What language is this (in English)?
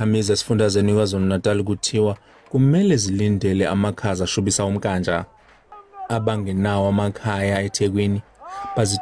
Zulu